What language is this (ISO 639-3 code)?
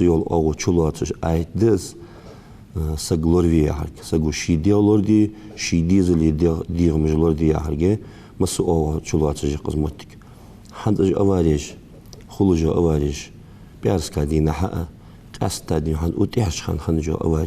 inh